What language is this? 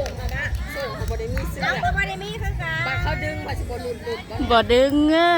Lao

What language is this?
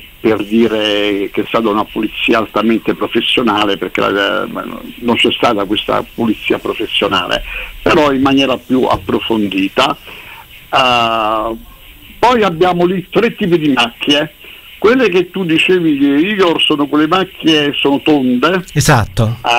Italian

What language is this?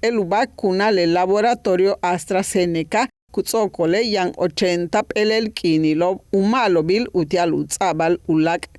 Yucateco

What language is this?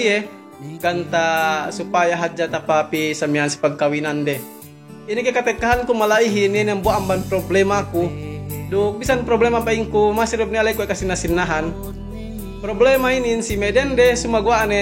Yakan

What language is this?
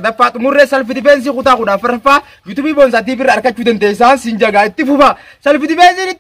Oromo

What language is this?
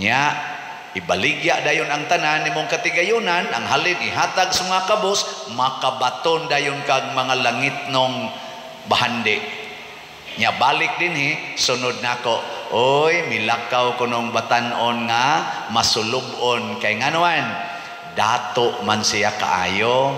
Cebuano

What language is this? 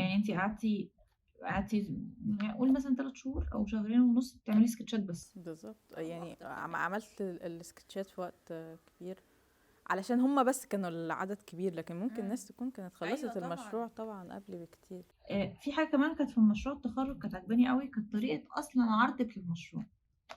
Egyptian Arabic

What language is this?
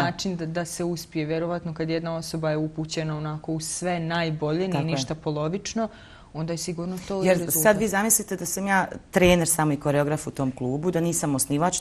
Bosnian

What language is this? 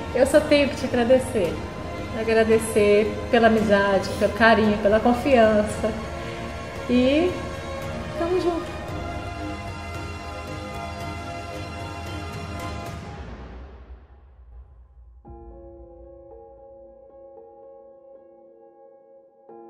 Portuguese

